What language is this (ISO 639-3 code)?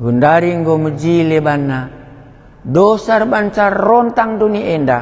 btx